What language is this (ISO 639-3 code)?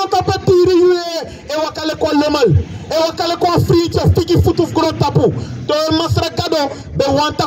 srn